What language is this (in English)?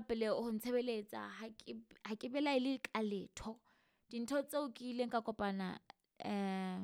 Southern Sotho